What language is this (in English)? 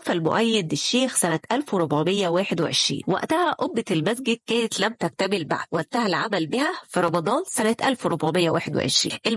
Egyptian Arabic